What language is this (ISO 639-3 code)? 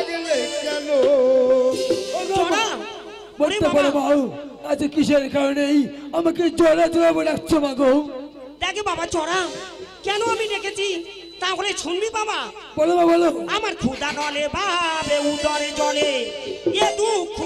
ben